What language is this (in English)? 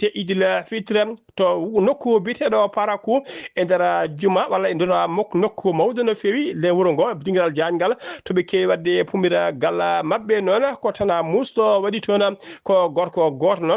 Fula